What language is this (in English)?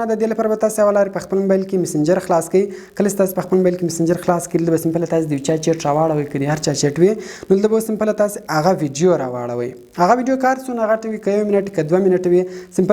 Pashto